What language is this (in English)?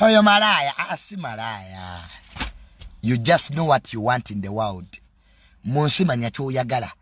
Ganda